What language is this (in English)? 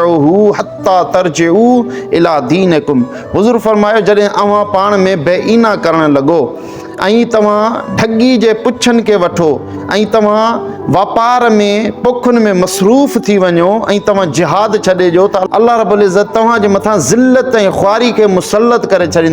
Sindhi